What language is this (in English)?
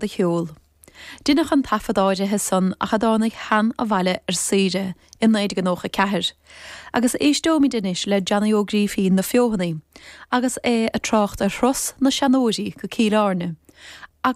Irish